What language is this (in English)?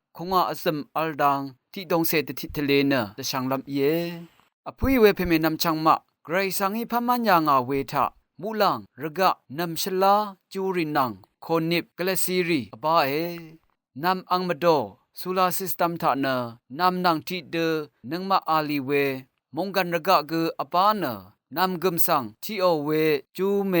Rawang